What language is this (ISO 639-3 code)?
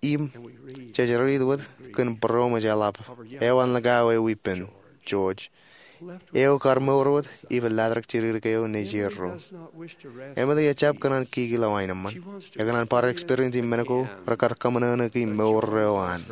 mah